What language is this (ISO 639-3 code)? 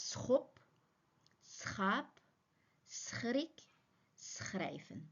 uig